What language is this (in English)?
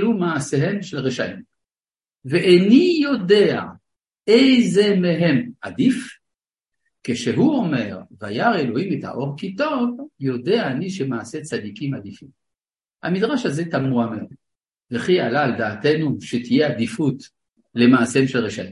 Hebrew